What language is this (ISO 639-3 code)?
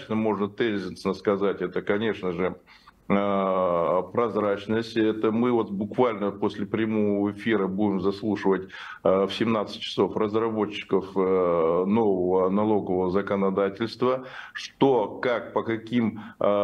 rus